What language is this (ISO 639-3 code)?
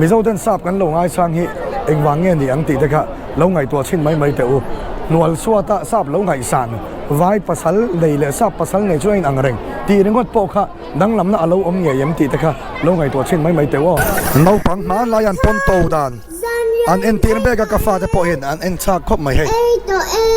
lus